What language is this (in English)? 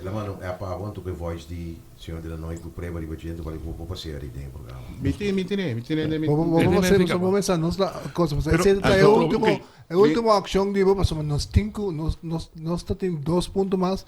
Papiamento